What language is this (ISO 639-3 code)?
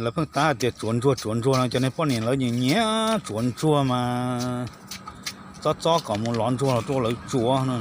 hmn